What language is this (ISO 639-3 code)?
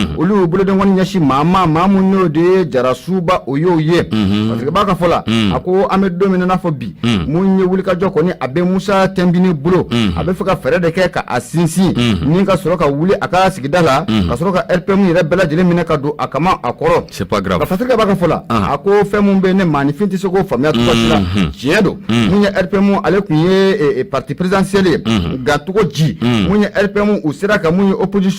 bam